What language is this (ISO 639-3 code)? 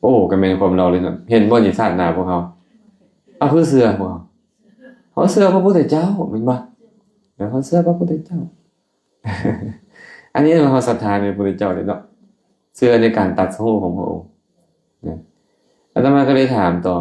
lao